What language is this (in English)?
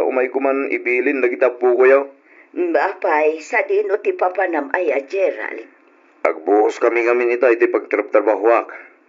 Iloko